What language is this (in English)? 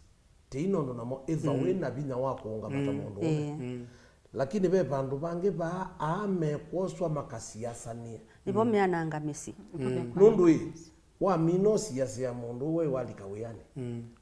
Kamba